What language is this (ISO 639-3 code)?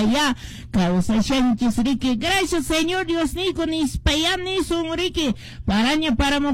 que